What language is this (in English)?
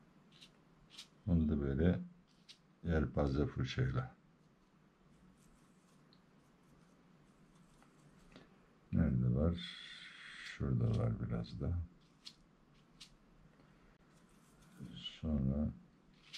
Turkish